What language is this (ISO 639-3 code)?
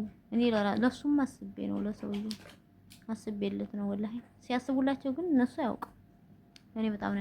amh